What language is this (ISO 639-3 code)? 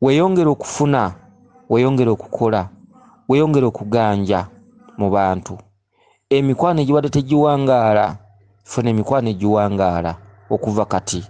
lug